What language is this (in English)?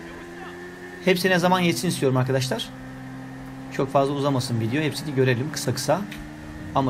Turkish